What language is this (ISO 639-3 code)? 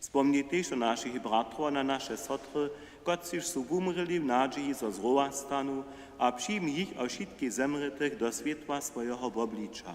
hsb